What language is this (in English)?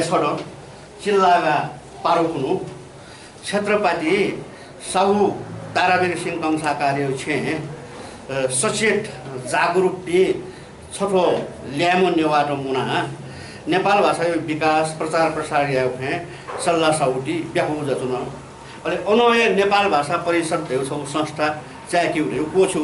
Newari